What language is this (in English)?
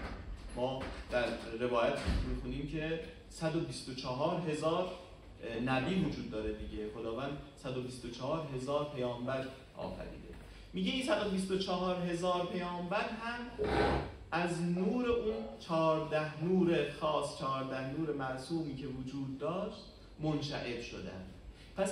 Persian